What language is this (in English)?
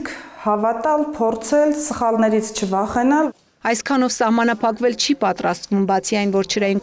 Armenian